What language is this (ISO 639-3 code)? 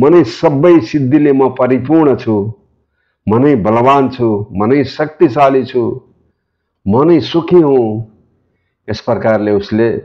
nep